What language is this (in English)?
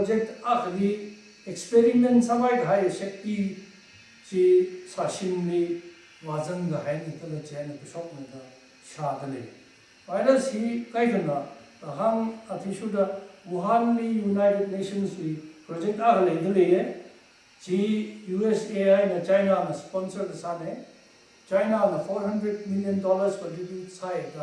Tangkhul Naga (India)